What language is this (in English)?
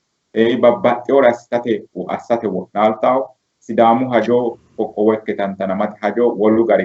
Sidamo